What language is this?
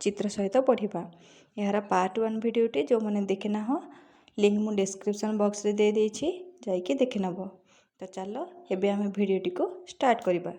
Odia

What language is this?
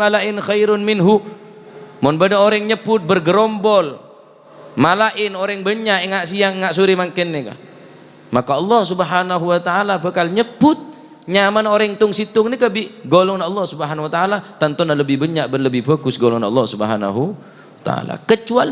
Madurese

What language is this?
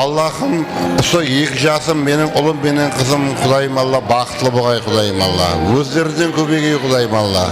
Kara-Kalpak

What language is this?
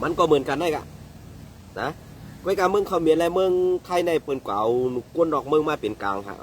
Shan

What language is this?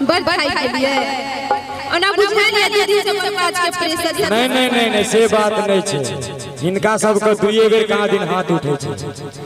Maithili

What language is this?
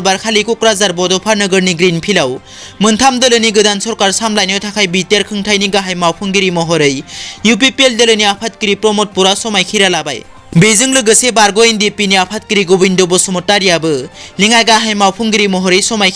Bodo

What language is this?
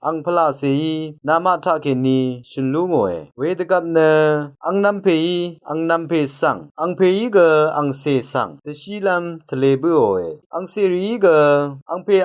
Rawang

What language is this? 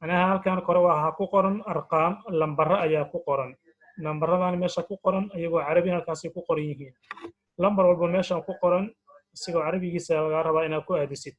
Somali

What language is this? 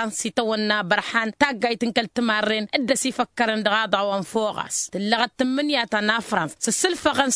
Tamasheq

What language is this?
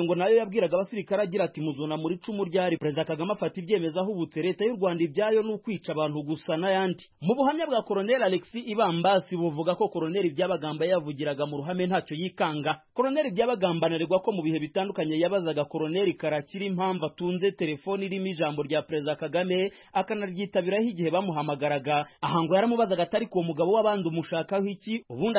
Kinyarwanda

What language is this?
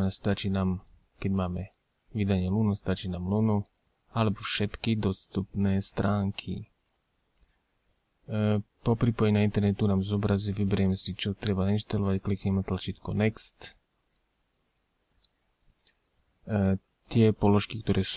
Slovak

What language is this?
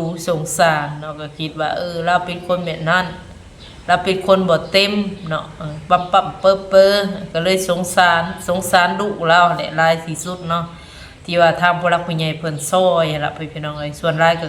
Northeastern Thai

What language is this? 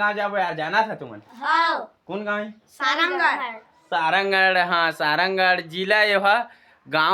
Chhattisgarhi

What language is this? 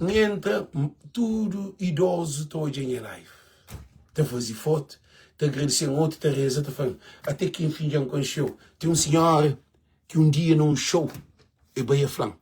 Kabuverdianu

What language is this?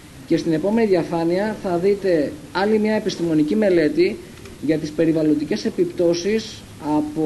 Greek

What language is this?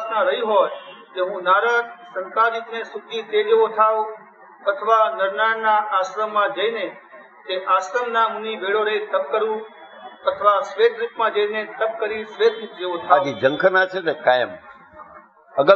Gujarati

